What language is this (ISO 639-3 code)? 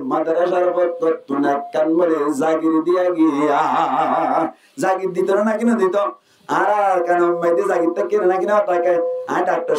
rhg